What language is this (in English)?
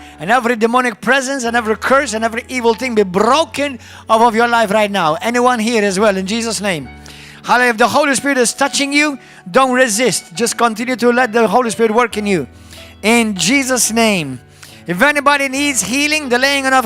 English